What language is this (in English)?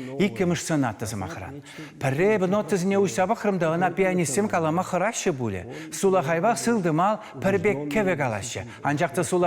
Chuvash